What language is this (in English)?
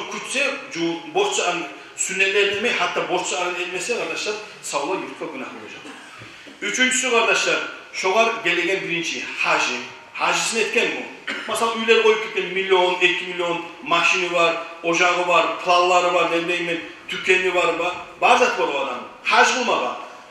Kumyk